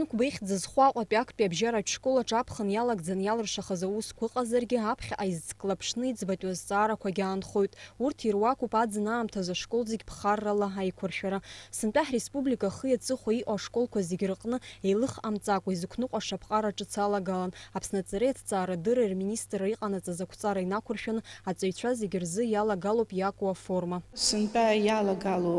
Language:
Abkhazian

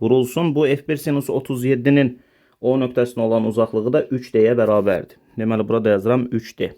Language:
Azerbaijani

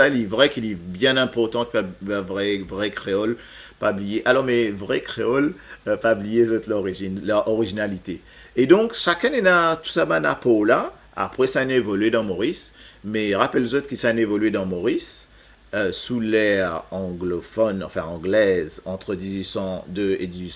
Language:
Morisyen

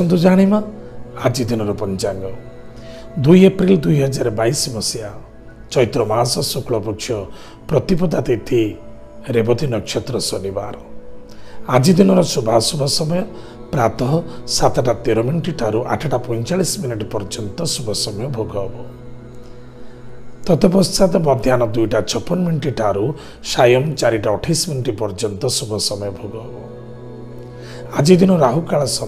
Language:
Odia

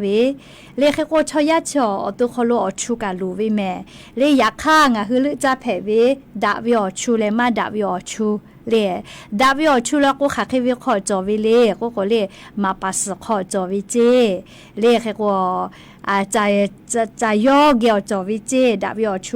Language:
Lahu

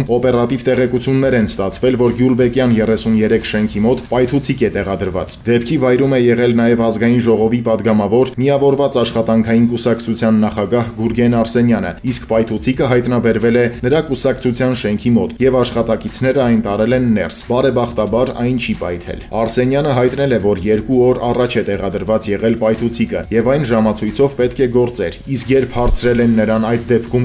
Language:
Armenian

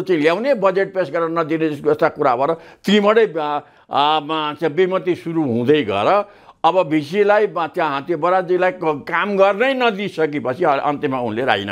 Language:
Nepali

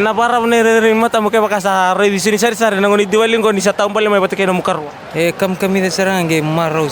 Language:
Fijian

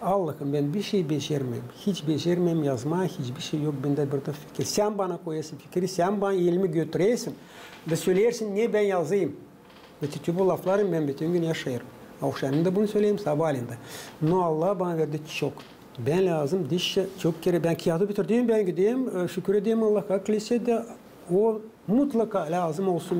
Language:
Gagauz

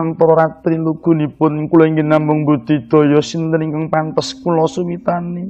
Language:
Javanese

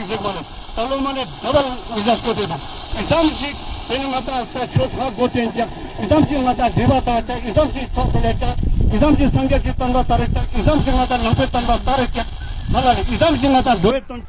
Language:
Ladakhi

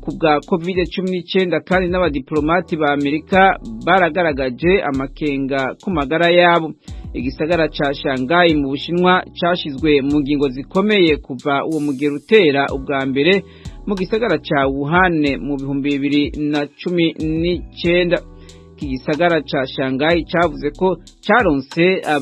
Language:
Rundi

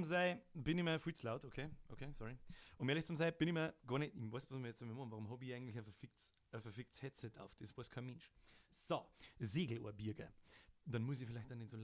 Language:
Bavarian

